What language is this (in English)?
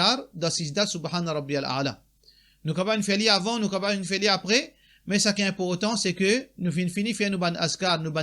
Morisyen